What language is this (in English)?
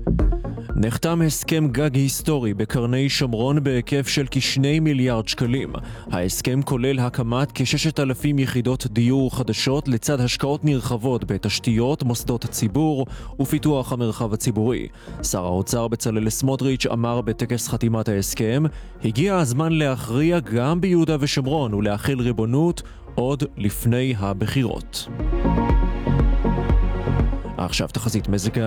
Hebrew